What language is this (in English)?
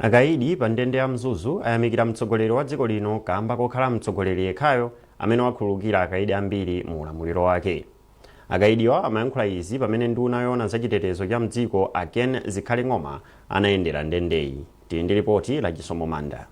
Nyanja